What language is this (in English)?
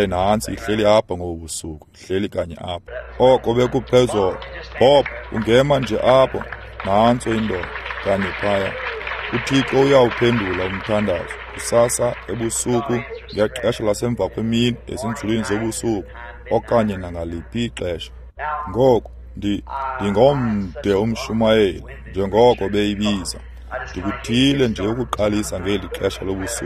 Xhosa